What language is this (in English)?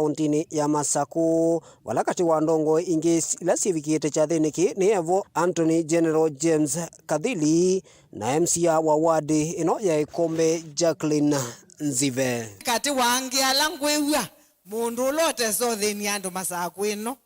Kamba